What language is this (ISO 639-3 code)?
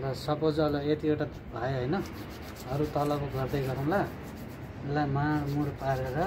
nep